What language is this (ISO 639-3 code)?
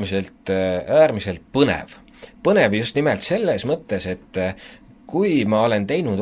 est